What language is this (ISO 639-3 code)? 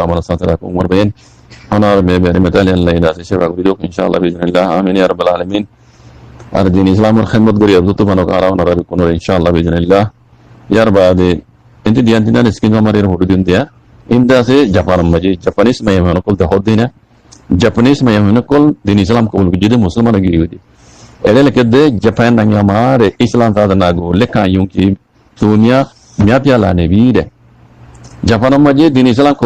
rhg